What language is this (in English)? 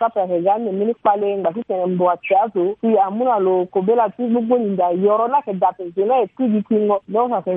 Sango